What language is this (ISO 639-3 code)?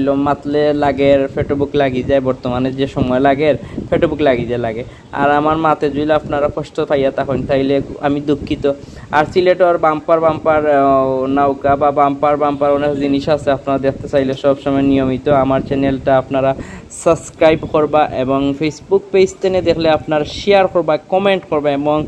syl